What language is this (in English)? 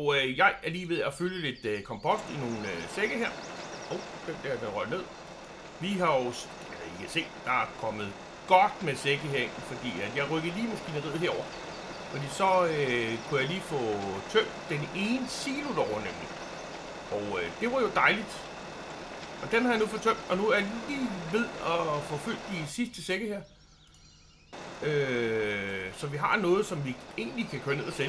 Danish